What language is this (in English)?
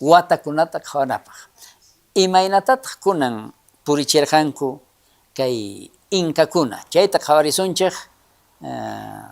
South Bolivian Quechua